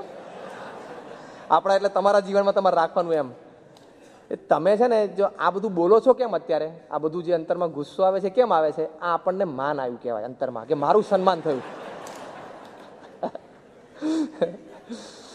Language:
Gujarati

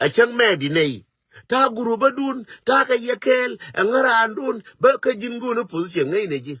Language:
Nuer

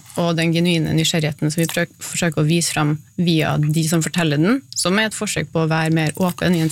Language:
Norwegian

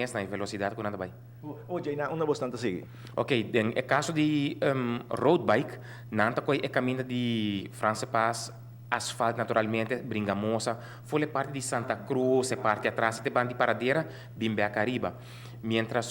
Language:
Papiamento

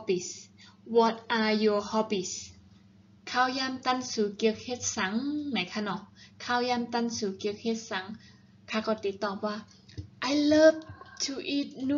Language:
Shan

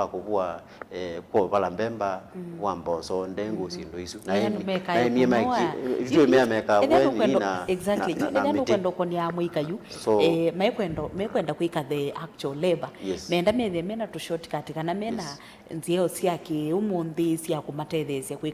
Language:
Kamba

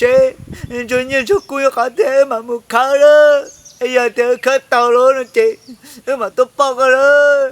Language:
Hmong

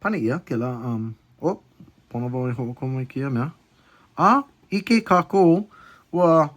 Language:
Hawaiian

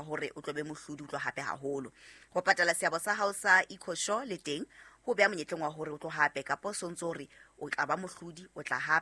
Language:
Southern Sotho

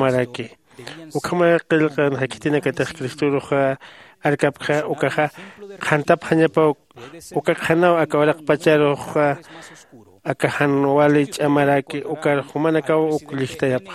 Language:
Aymara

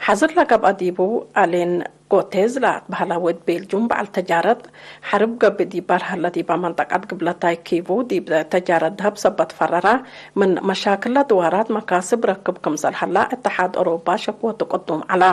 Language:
Tigre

